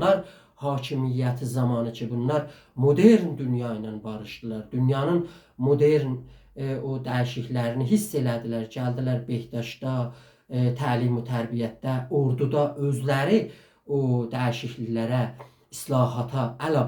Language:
South Azerbaijani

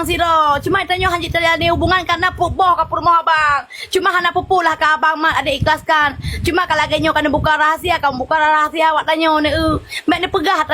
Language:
Achinese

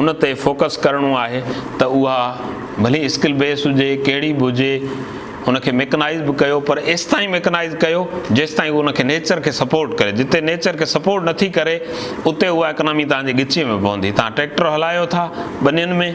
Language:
Sindhi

